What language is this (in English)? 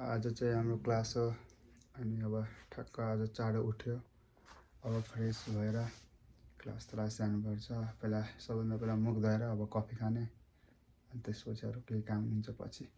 Nepali